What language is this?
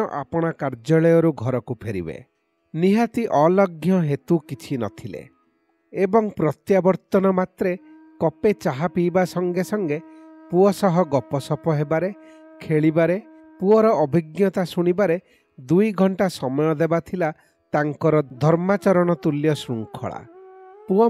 Odia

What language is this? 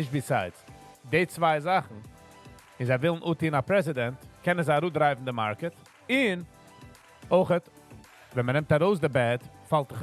Yiddish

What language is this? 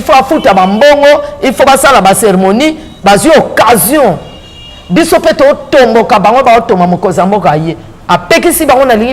Lingala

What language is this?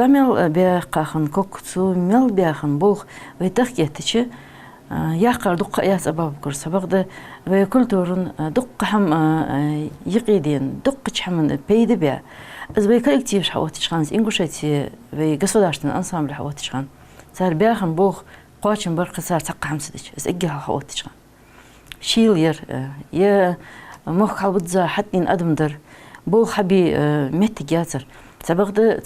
Ingush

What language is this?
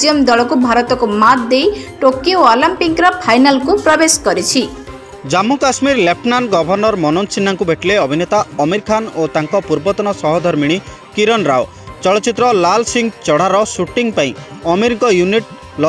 Odia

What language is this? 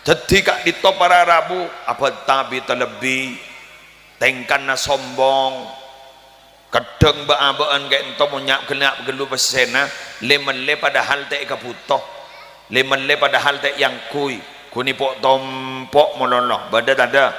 Madurese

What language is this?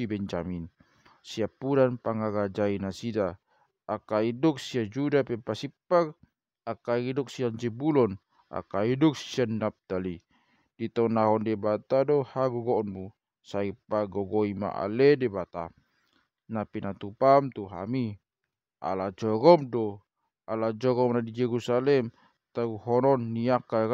Batak Toba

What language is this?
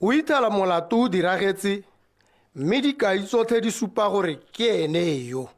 Tswana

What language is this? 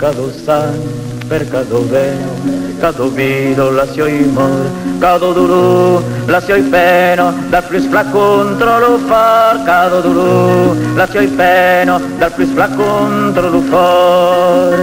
Occitan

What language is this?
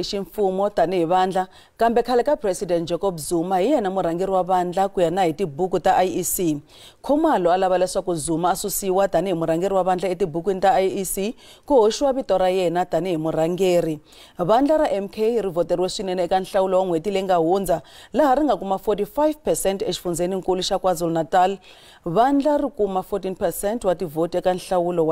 Tsonga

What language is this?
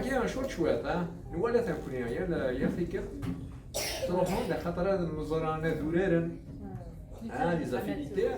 Kabyle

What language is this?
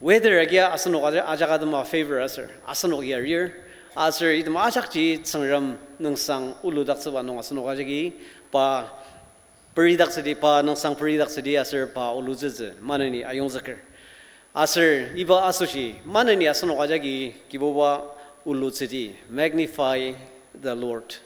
Ao Naga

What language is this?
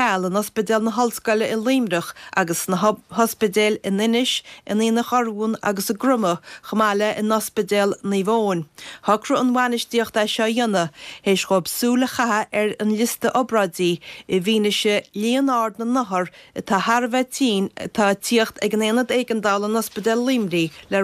Irish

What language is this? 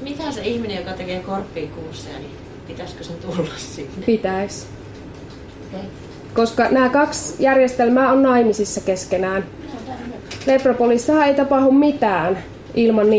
Finnish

